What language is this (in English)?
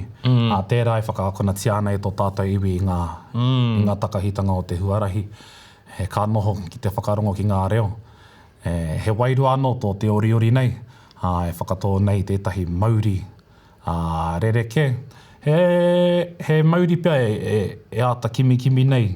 Māori